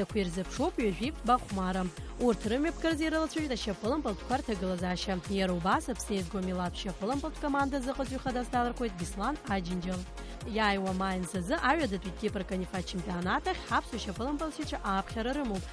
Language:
Abkhazian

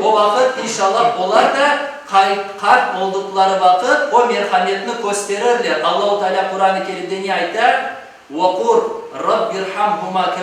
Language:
Crimean Tatar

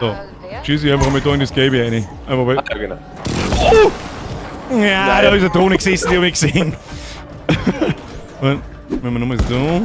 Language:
Bavarian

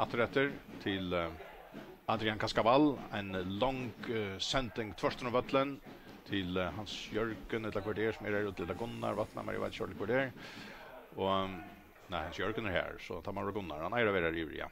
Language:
Faroese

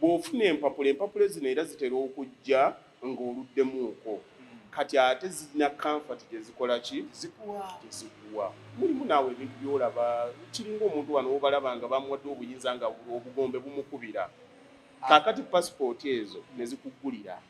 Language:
Ganda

